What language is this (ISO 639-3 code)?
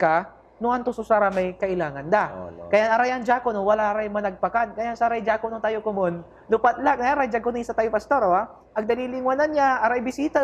pag